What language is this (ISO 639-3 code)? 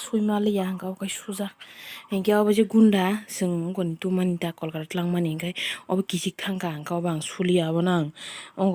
trp